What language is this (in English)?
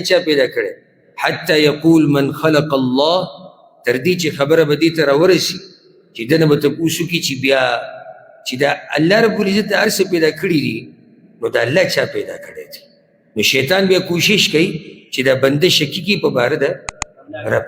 Pashto